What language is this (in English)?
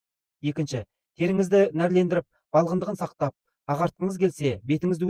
Kazakh